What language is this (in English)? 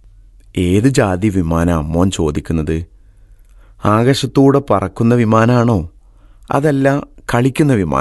Malayalam